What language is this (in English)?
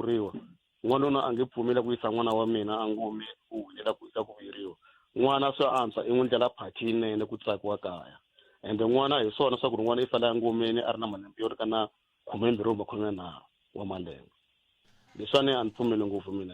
Tsonga